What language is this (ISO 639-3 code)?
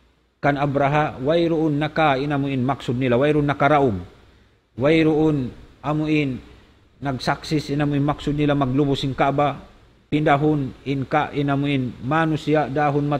tsg